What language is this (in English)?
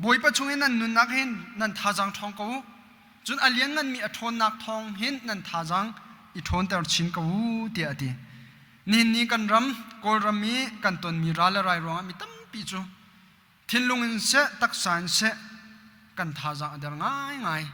Hakha Chin